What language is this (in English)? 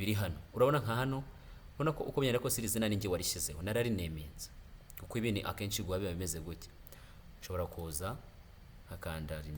Kinyarwanda